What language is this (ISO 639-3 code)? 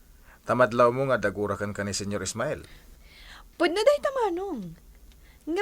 ilo